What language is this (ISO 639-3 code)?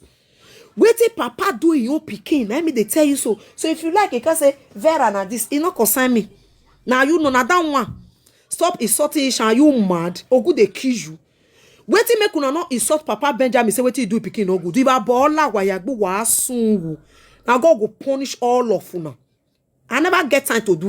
pcm